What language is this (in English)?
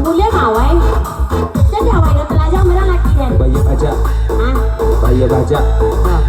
Minangkabau